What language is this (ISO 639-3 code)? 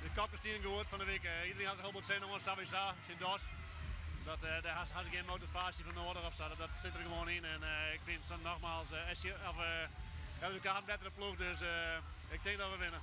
fry